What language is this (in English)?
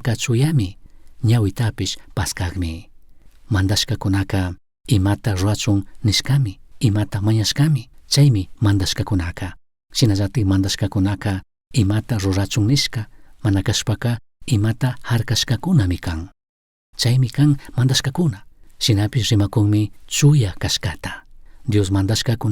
Chimborazo Highland Quichua